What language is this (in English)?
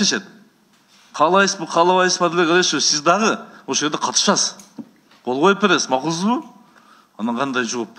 Kyrgyz